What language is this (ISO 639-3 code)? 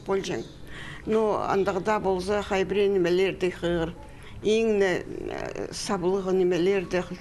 kjh